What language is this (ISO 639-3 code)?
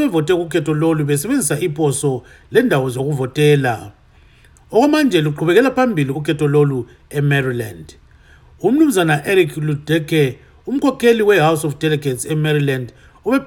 nde